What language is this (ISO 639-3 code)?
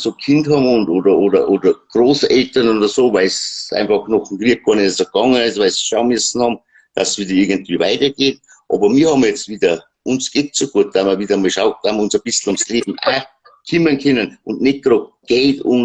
bar